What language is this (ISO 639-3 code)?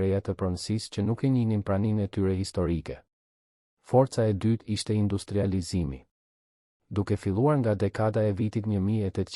sqi